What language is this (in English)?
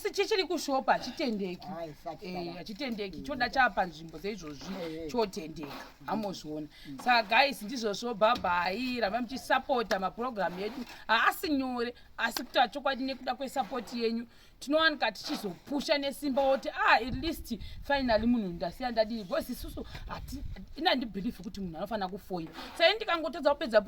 Shona